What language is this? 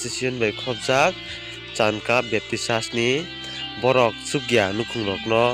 Kok Borok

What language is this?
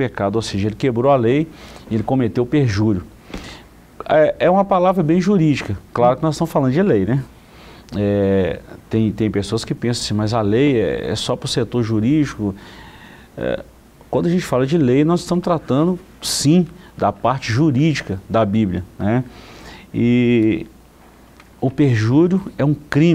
Portuguese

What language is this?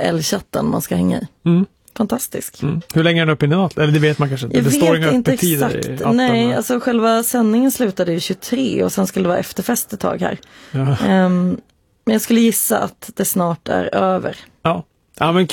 Swedish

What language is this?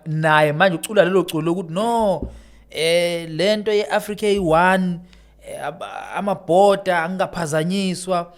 Zulu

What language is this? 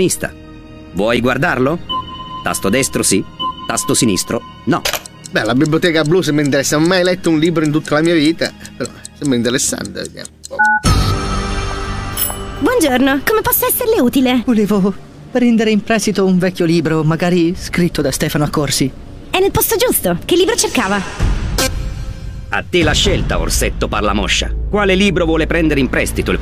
Italian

